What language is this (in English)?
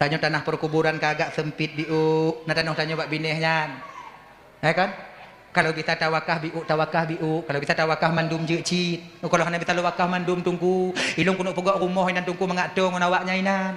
Achinese